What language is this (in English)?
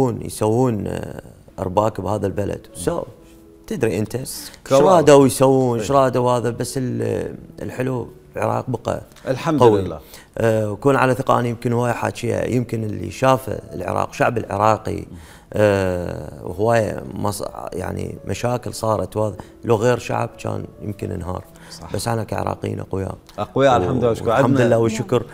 Mesopotamian Arabic